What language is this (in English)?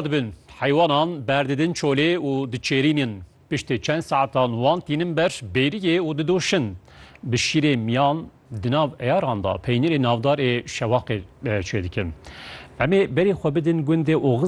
Kurdish